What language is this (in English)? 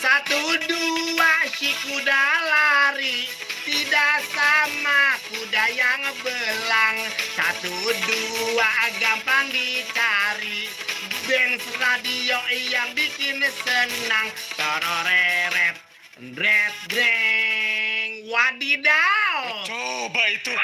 Betawi